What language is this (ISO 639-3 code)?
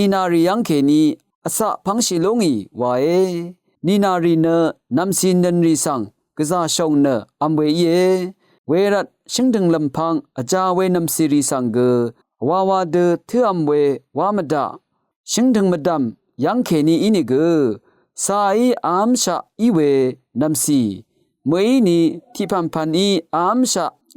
raw